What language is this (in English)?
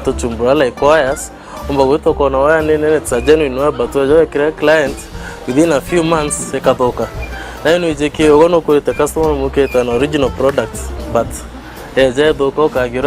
Meru